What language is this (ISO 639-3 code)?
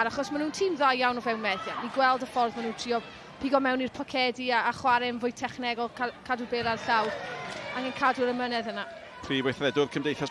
cym